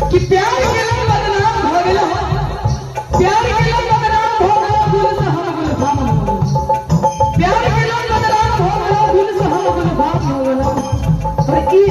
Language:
Maithili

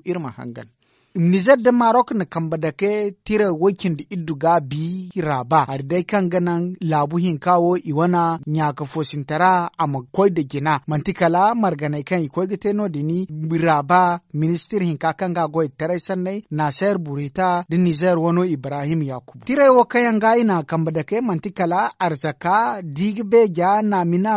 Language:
Zarma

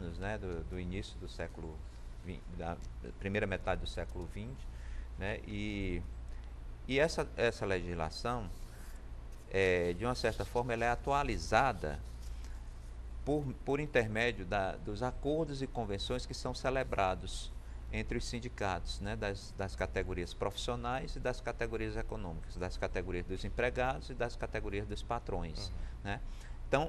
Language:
Portuguese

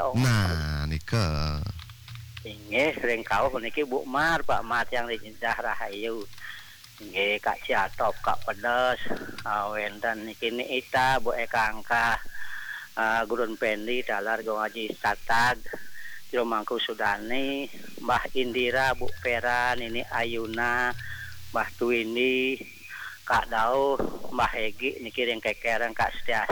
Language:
Balinese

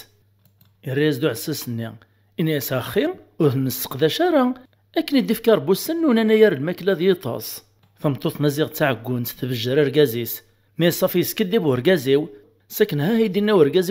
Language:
Kabyle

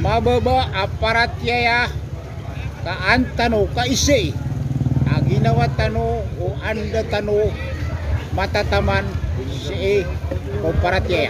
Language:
Maranao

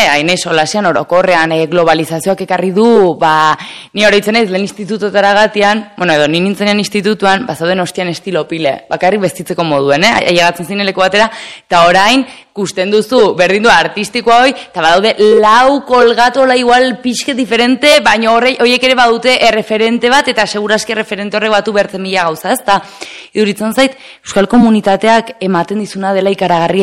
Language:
Basque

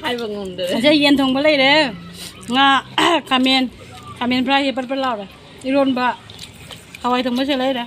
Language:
Manipuri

